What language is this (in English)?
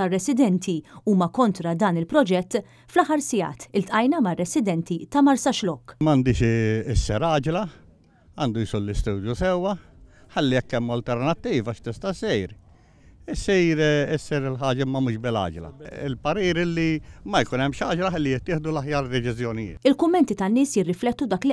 Maltese